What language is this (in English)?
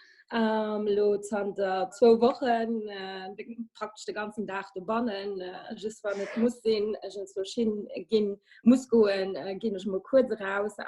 Luxembourgish